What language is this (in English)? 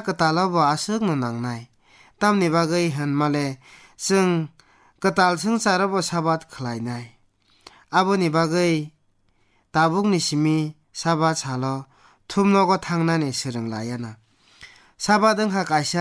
Kok Borok